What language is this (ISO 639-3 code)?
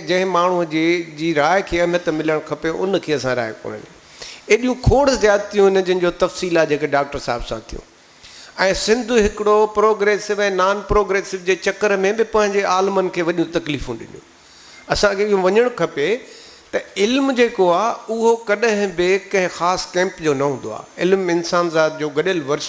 snd